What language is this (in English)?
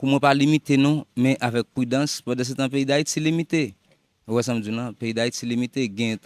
Haitian Creole